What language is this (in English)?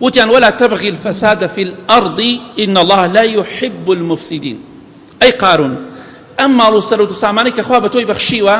Central Kurdish